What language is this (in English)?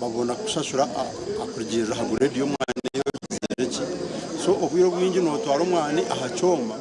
Nyankole